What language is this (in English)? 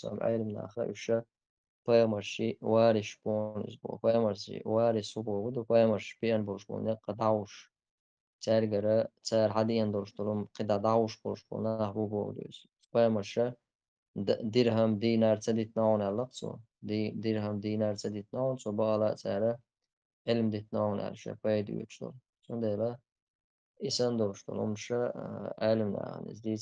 Chechen